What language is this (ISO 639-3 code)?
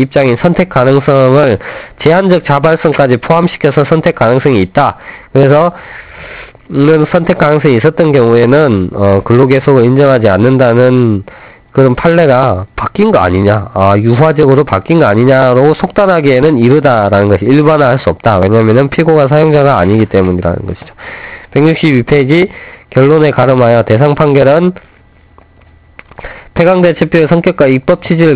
kor